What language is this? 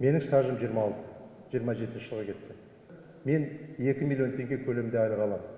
Kazakh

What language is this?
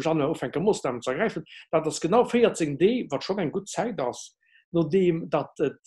Luxembourgish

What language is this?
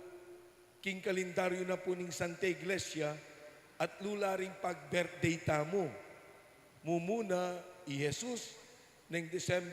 Pampanga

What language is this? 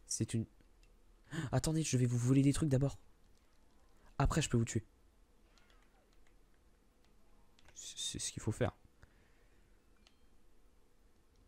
French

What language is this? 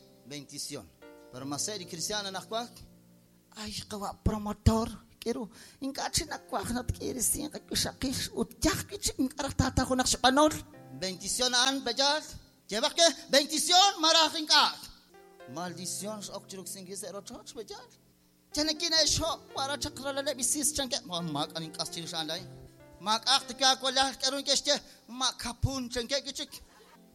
Kekchí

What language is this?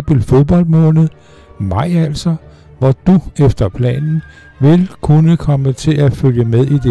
Danish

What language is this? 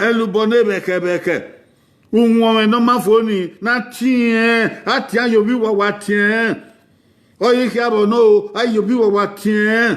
Bini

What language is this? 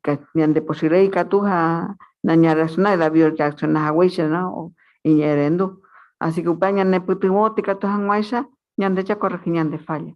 Guarani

